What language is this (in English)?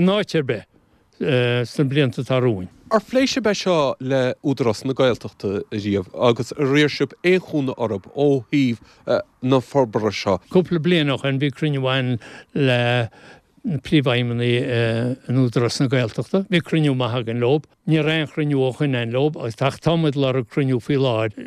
Irish